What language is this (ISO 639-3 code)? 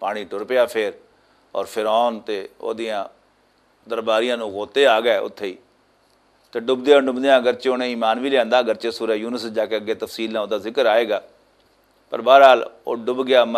lah